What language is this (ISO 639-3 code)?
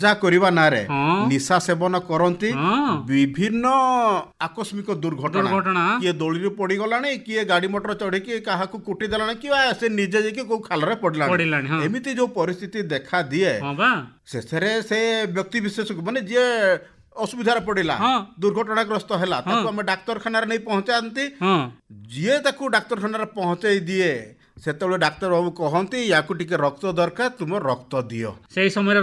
ori